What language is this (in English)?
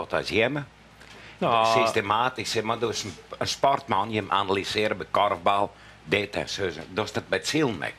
Western Frisian